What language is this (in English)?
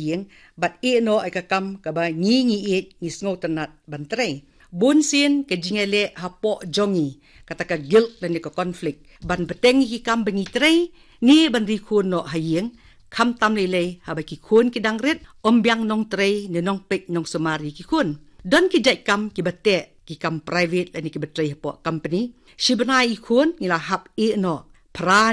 Khasi